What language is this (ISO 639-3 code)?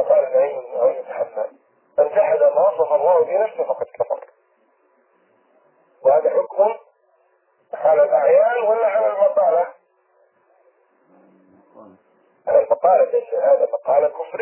ara